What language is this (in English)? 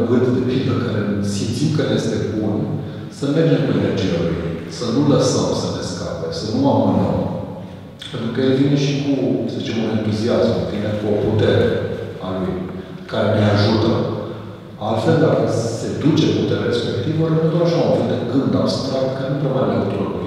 Romanian